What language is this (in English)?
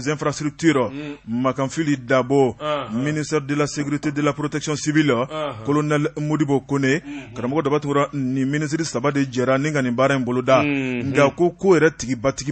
Bambara